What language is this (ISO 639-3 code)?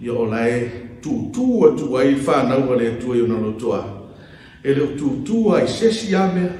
smo